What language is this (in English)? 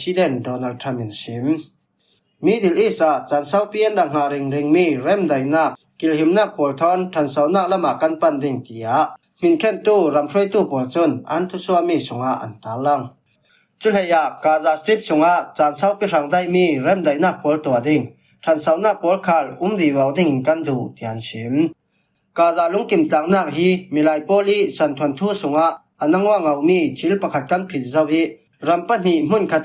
Falam Chin